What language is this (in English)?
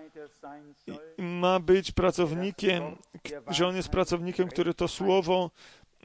Polish